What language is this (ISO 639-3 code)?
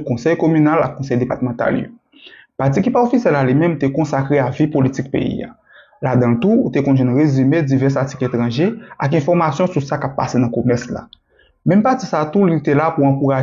hat